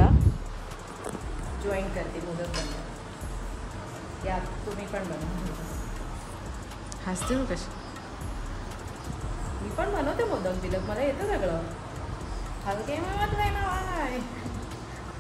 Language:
Marathi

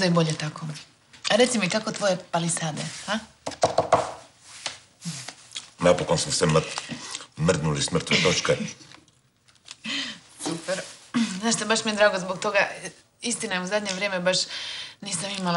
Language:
Croatian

